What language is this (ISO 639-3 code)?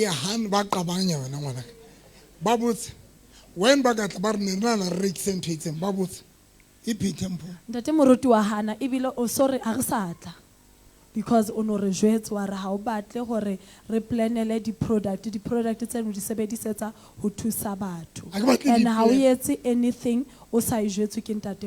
sot